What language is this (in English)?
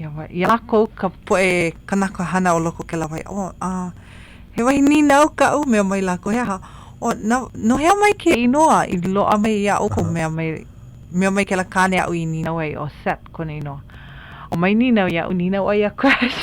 Hawaiian